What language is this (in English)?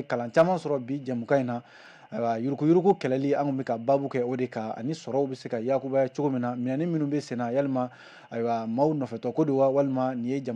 Bambara